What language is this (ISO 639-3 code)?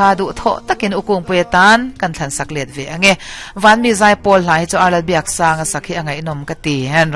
lus